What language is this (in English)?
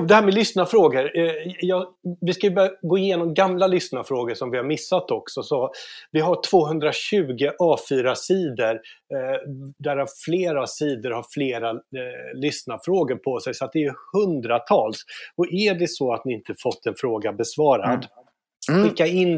Swedish